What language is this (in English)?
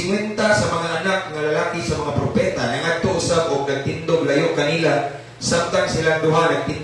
Cebuano